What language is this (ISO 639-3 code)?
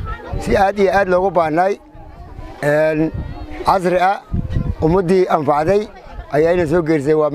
som